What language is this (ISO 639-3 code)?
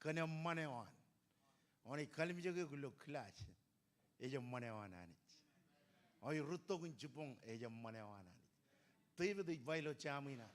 mah